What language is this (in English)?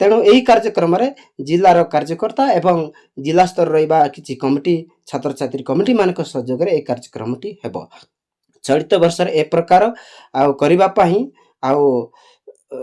Odia